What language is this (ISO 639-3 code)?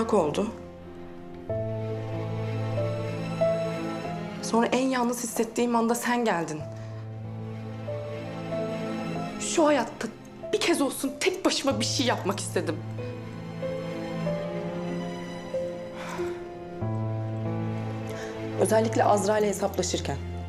tur